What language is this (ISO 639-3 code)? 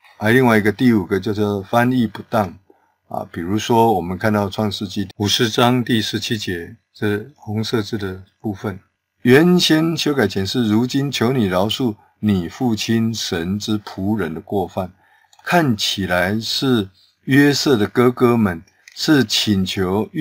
zho